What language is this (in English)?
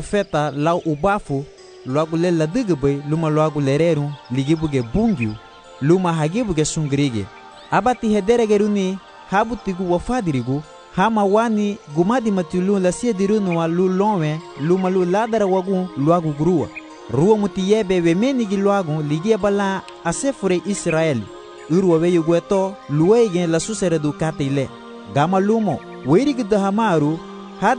Garifuna